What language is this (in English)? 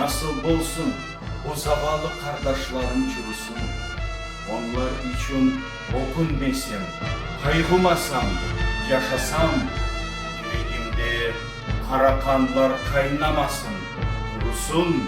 Crimean Tatar